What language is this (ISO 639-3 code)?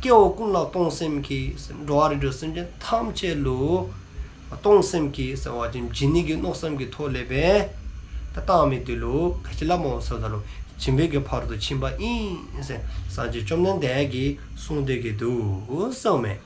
dzo